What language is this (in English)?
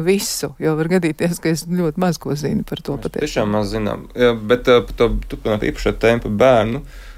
Latvian